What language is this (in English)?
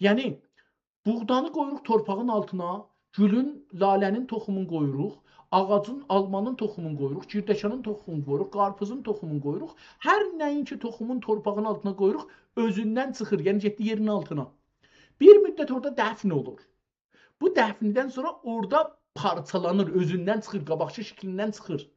South Azerbaijani